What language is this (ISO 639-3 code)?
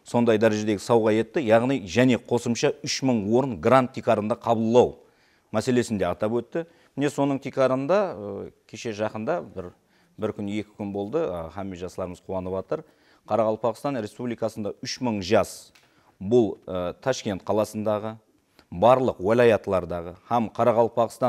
kaa